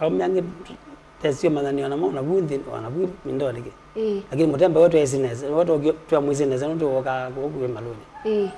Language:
Kamba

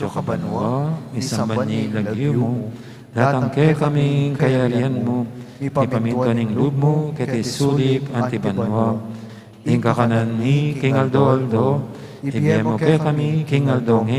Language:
Pampanga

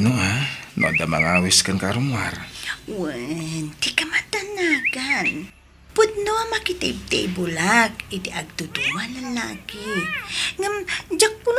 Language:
Iloko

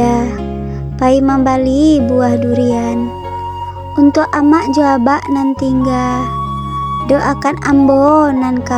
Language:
Minangkabau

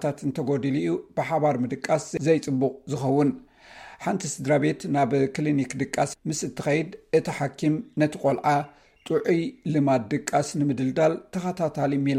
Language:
Tigrinya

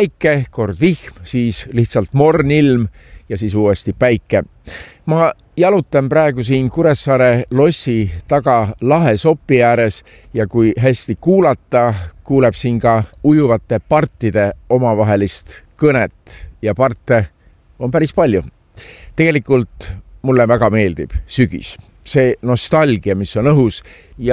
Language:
Estonian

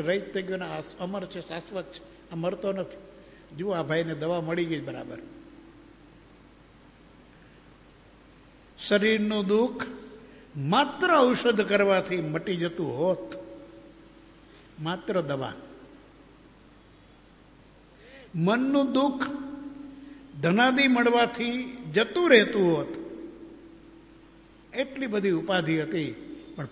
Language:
Gujarati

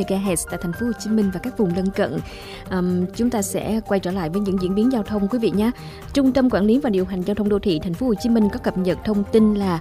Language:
Vietnamese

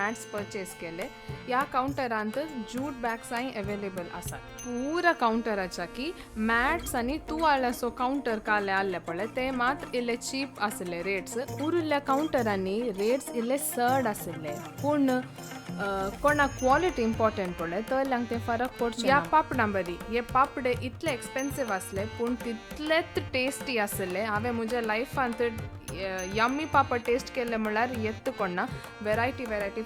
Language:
Konkani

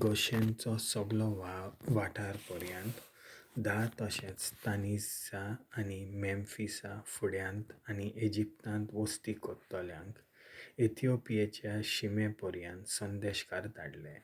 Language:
Konkani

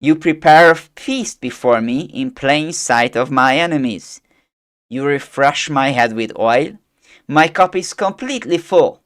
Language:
English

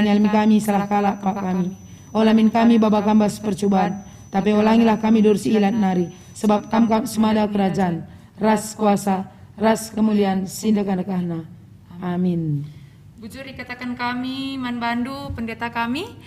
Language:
Batak Karo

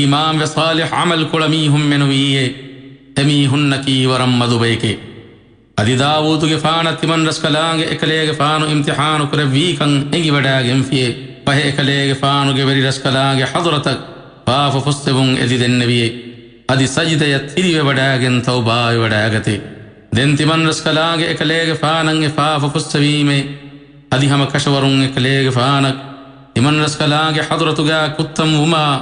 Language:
Divehi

